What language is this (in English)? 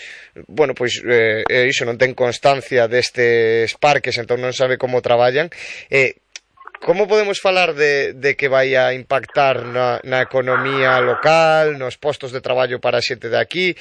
Galician